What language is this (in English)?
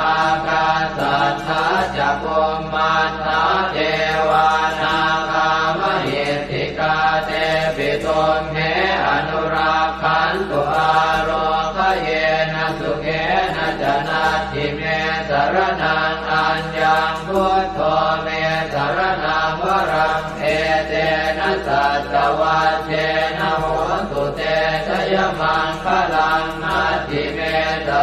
Pali